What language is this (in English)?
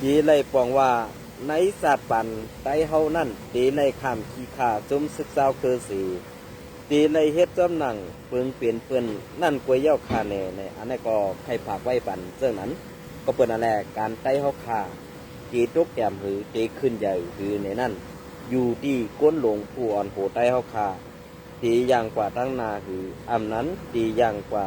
Shan